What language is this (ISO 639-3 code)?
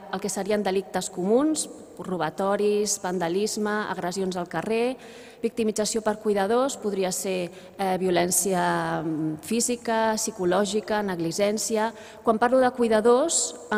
cat